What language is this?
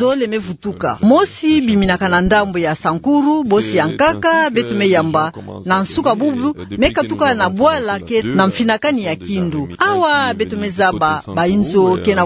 Kituba (Democratic Republic of Congo)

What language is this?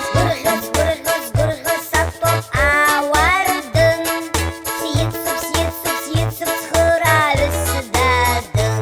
Abkhazian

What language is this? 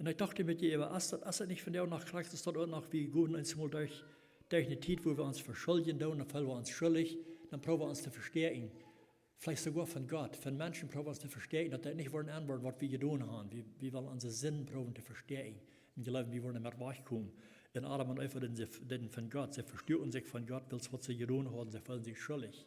Plautdietsch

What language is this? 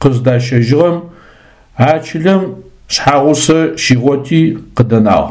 Adyghe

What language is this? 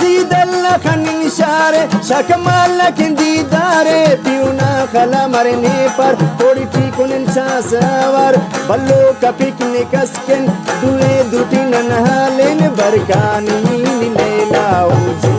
Brahui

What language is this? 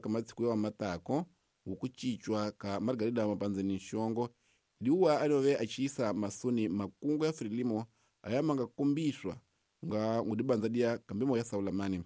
Tsonga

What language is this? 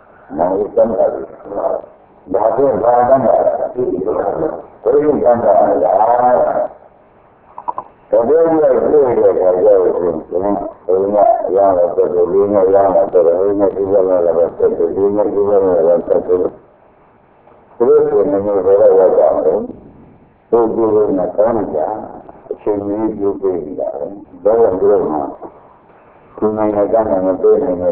Burmese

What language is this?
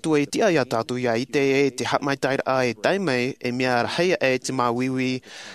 Tahitian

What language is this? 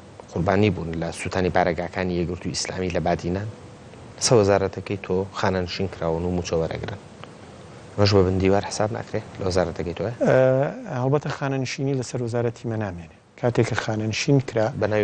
Central Kurdish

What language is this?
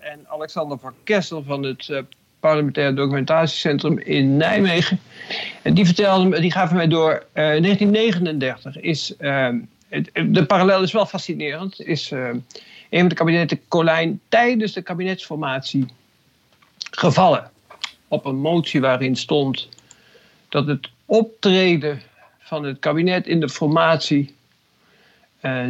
Dutch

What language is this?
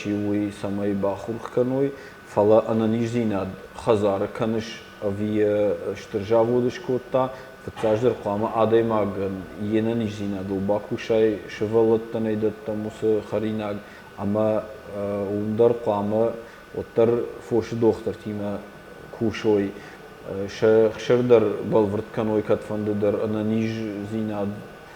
Ossetic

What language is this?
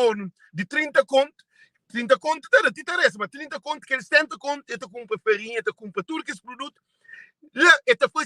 Kabuverdianu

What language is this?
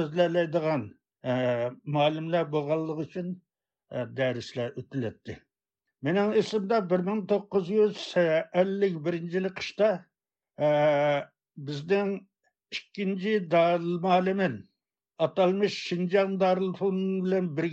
Uyghur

